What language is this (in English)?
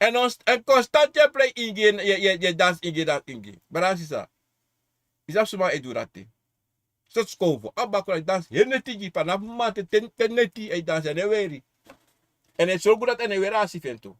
Sranan Tongo